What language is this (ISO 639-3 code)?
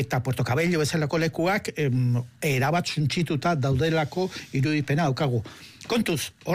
eus